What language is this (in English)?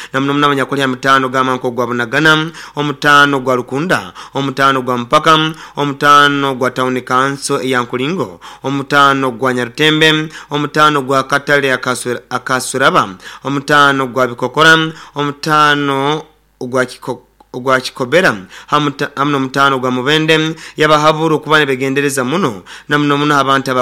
Nyoro